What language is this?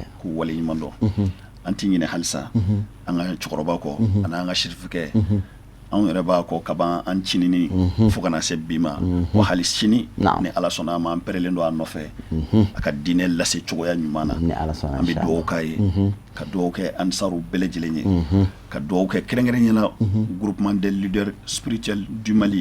Bambara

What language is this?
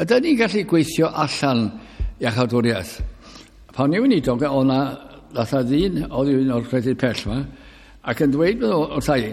Welsh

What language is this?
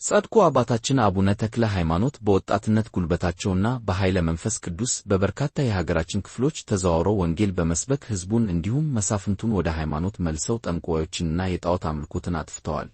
Amharic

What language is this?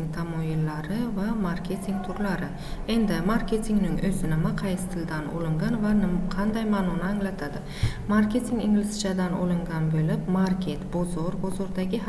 Uzbek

